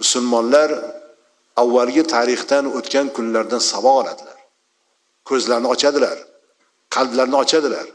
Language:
Uzbek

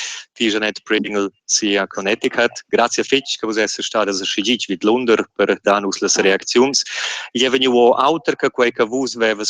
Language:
Romansh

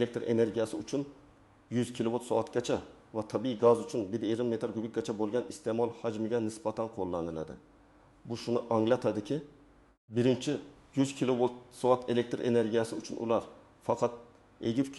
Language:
Uzbek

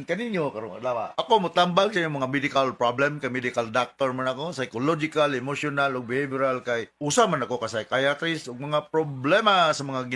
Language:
Cebuano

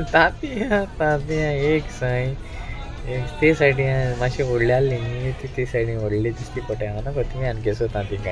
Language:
Konkani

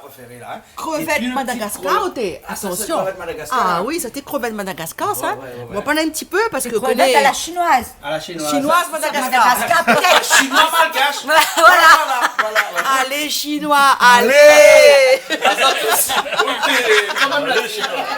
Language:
Réunion Creole French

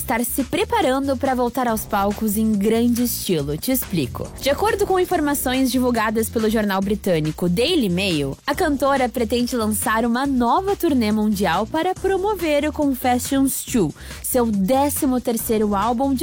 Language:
Portuguese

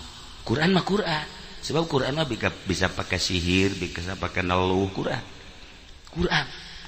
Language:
Sundanese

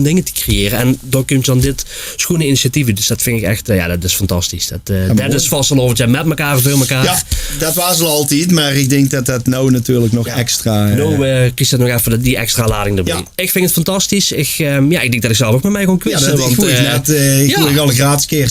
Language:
Limburgish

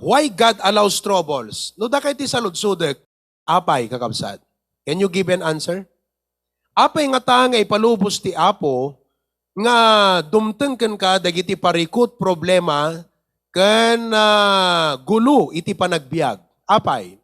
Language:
Iloko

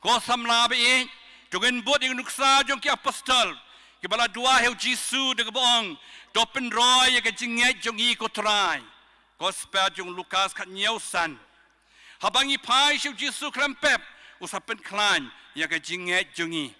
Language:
Khasi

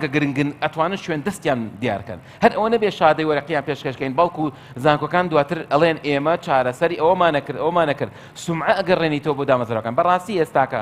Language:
Central Kurdish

